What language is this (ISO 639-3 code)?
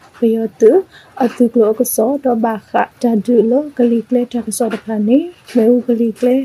mya